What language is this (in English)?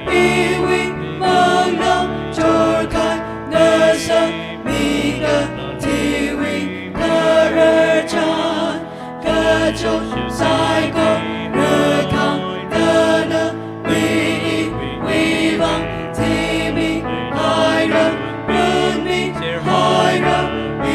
Tangkhul Naga (India)